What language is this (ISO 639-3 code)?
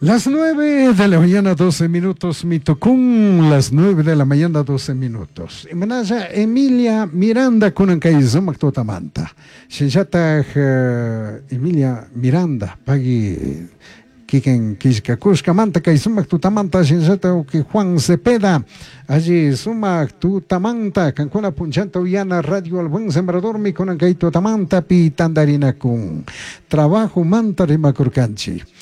qug